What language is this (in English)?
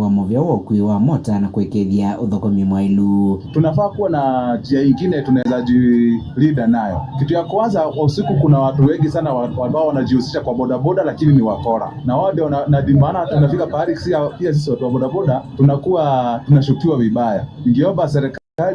Kamba